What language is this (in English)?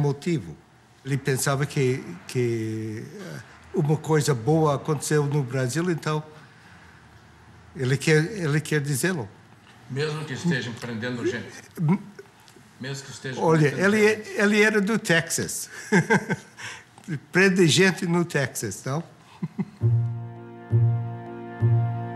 Portuguese